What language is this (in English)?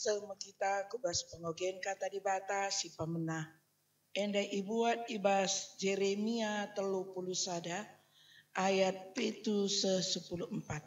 Batak Karo